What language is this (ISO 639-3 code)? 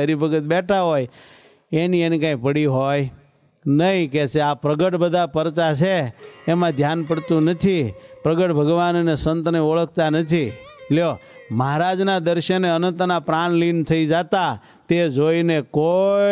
guj